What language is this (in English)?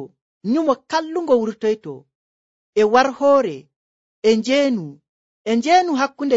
Nigerian Fulfulde